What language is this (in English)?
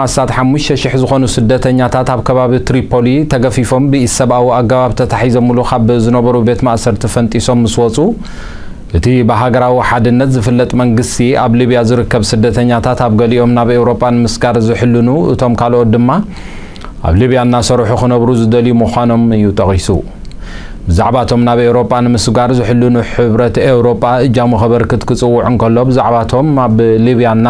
Tigrinya